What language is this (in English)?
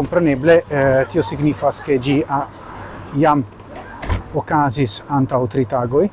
Esperanto